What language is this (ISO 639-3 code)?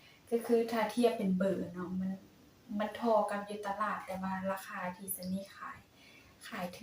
lao